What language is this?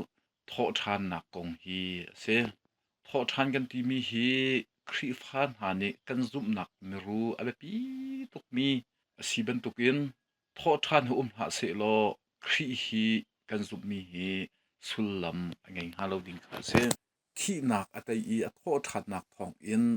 Hakha Chin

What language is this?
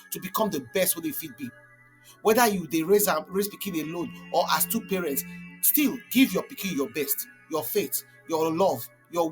Nigerian Pidgin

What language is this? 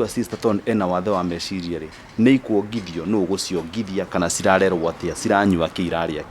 Kikuyu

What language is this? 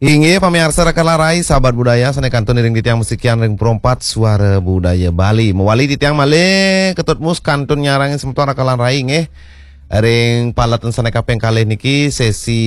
Balinese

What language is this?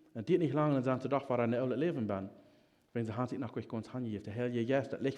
Plautdietsch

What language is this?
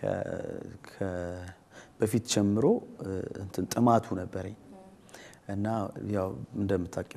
Amharic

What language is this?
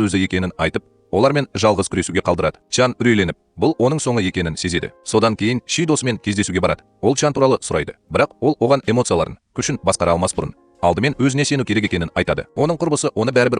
Kazakh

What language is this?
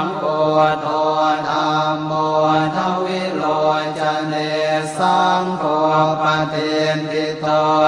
Pali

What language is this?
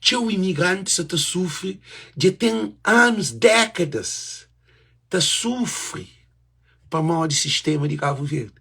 Kabuverdianu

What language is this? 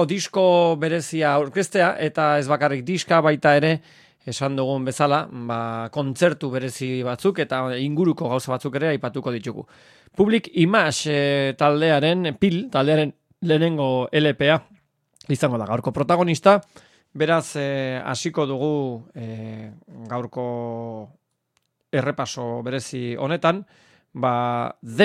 Basque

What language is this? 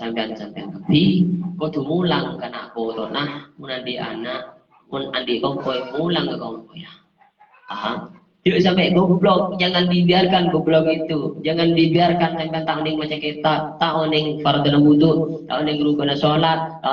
Madurese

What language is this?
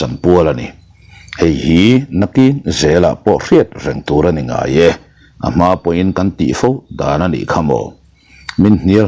Mizo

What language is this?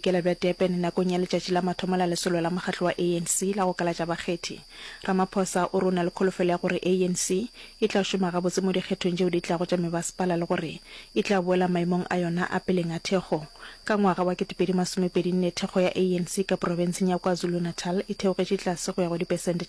Northern Sotho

